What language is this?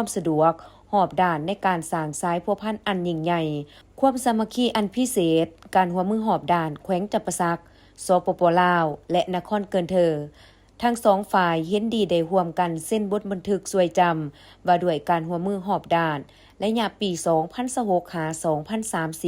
Lao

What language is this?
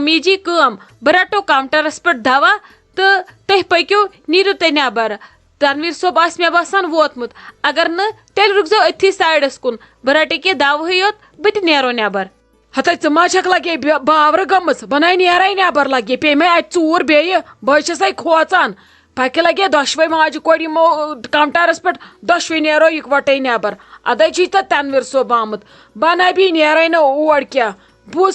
Kashmiri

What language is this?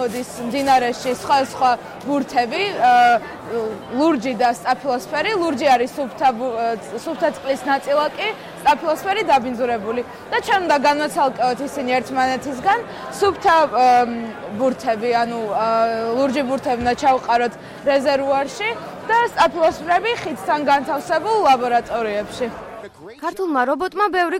Georgian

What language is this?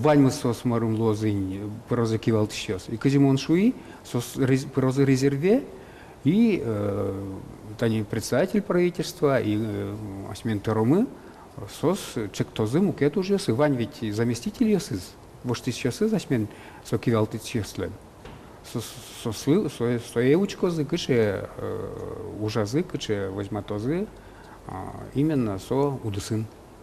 Udmurt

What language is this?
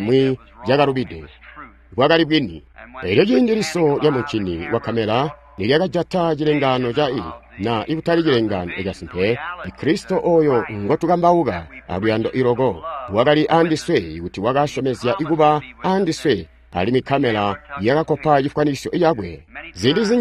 Tonga (Zambia)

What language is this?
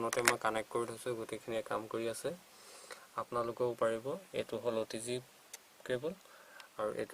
Assamese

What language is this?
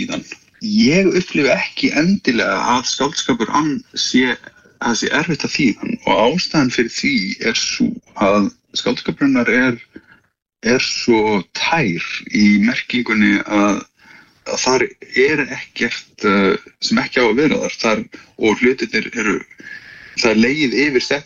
Icelandic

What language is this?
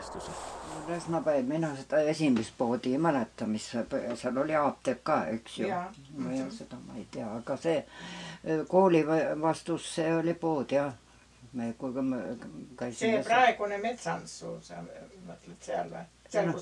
Estonian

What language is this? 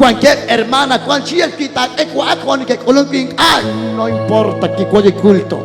Kekchí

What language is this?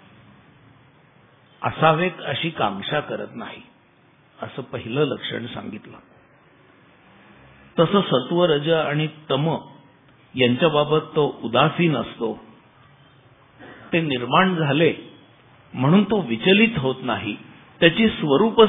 Marathi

